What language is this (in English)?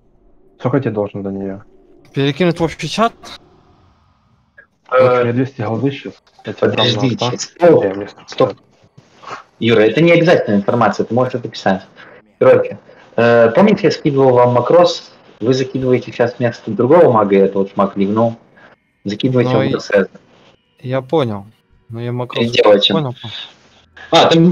Russian